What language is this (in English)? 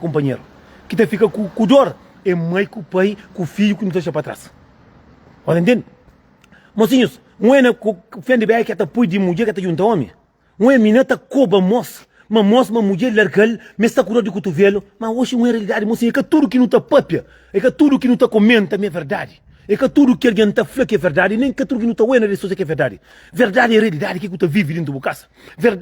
Kabuverdianu